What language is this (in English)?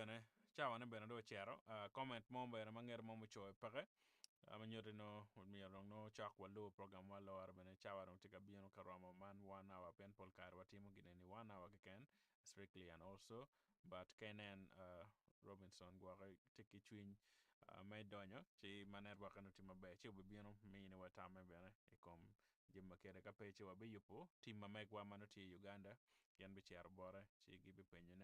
Acoli